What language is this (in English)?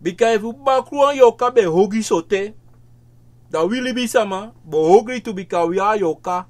Sranan Tongo